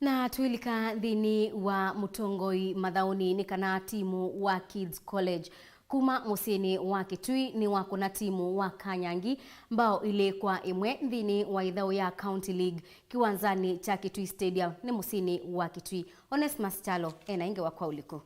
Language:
Kamba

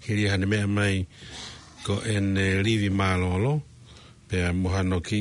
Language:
Tongan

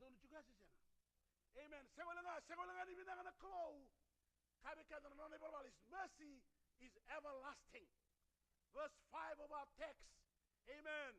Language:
Fijian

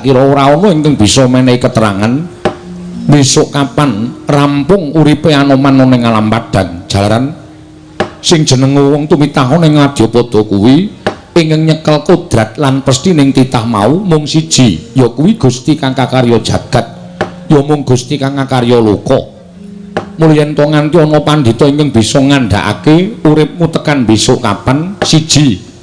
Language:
Javanese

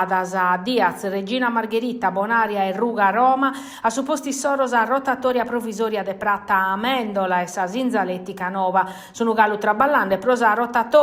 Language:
Sardinian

